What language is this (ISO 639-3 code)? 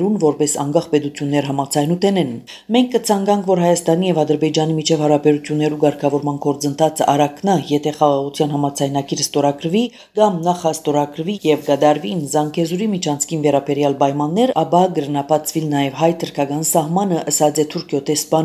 hye